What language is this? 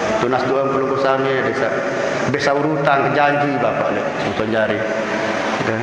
Sasak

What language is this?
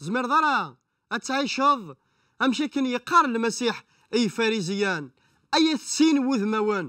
Kabyle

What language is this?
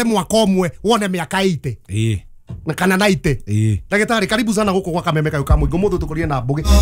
Kikuyu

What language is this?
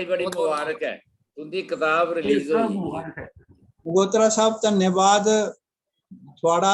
Dogri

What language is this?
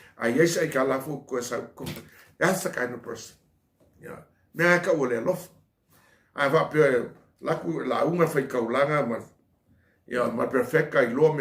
Samoan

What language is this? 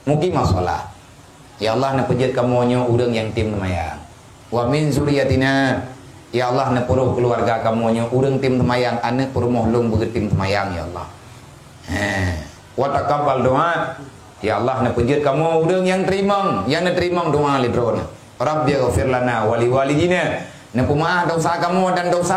Achinese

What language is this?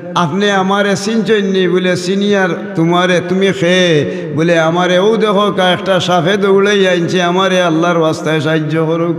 Sylheti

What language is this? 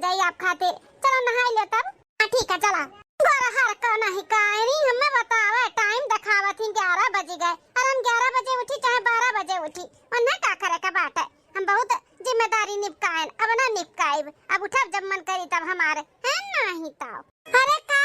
Awadhi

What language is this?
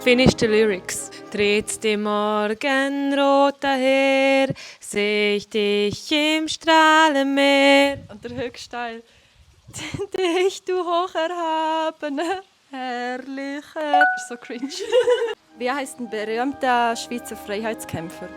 Swiss German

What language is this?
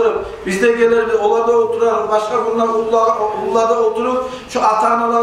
Kumyk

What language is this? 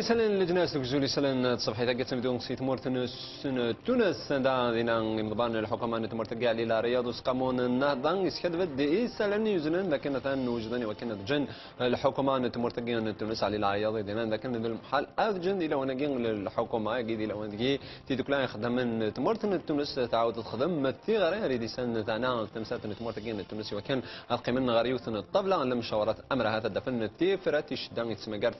Kabyle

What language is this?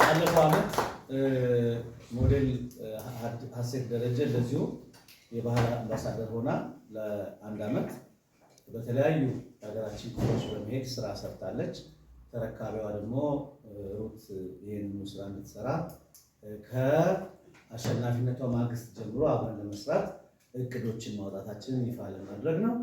Amharic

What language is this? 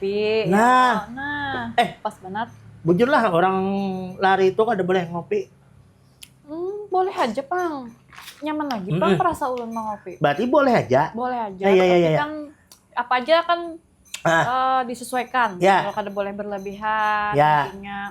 Banjar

